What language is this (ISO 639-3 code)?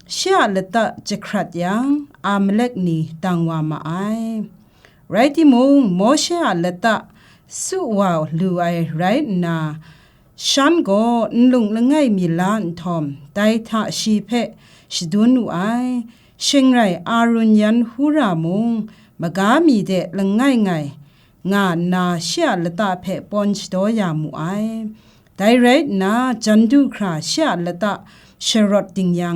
kac